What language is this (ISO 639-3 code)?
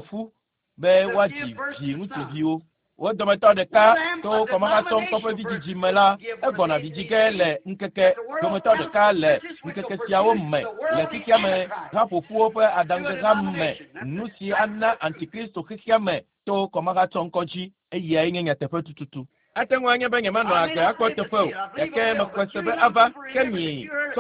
ewe